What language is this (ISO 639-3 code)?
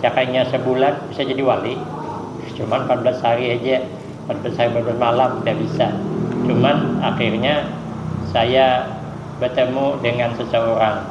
bjn